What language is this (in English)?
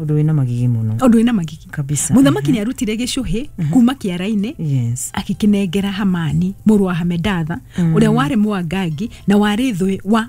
Kikuyu